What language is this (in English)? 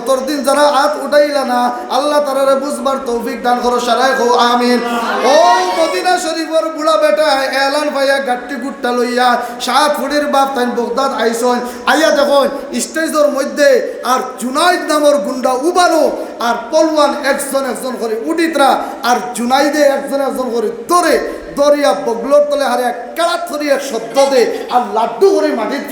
Sylheti